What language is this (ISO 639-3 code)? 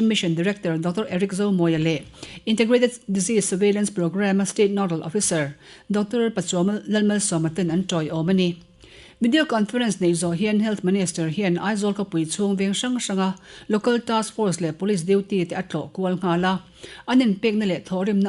lus